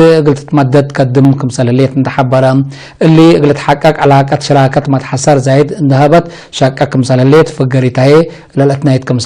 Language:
Tigre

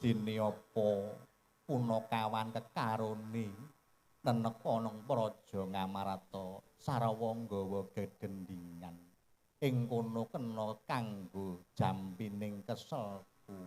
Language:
Javanese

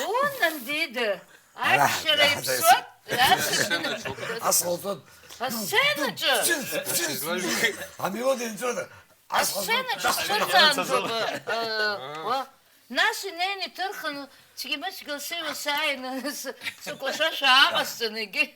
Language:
Abkhazian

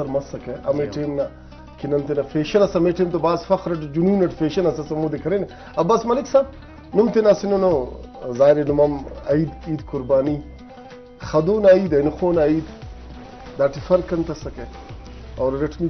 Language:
Brahui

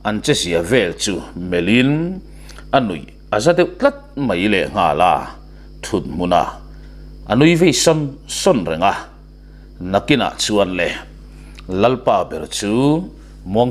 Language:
Mizo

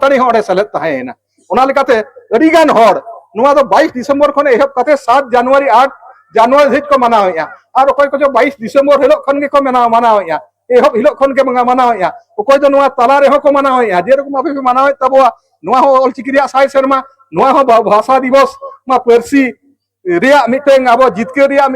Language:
Santali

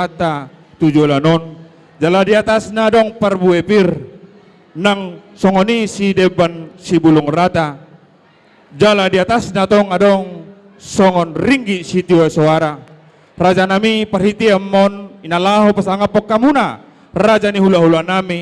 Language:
Batak Toba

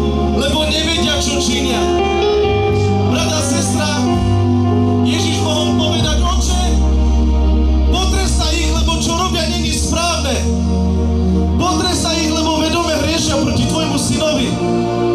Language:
Slovak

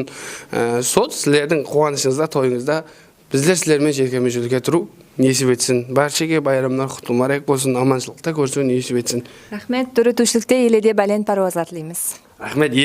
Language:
Kara-Kalpak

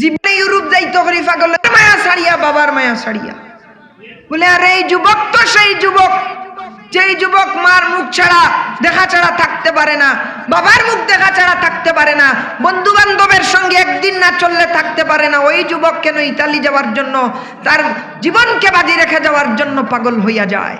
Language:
Sylheti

